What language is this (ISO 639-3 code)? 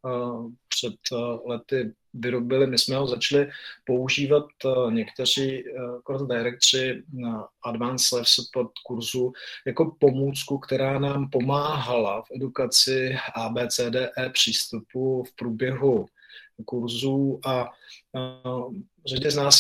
ces